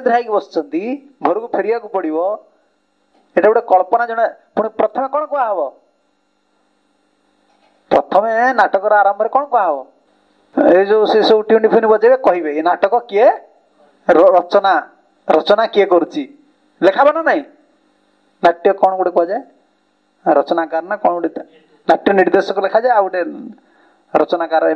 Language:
Odia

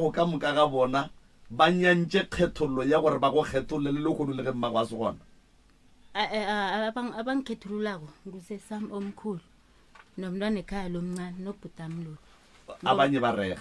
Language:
Northern Sotho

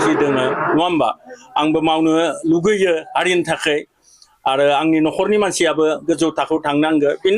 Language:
Bodo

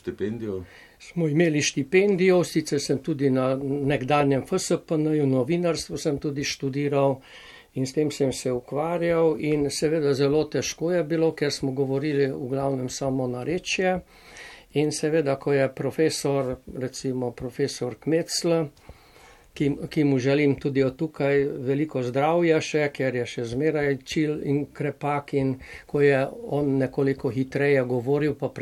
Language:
Slovenian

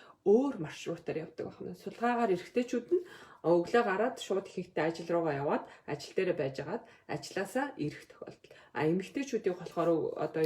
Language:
Mongolian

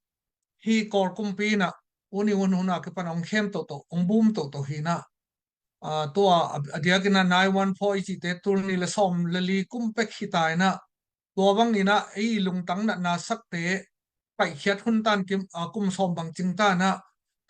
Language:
Tedim Chin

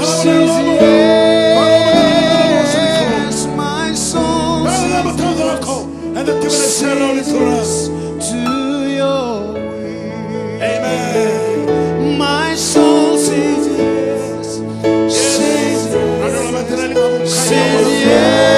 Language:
Fijian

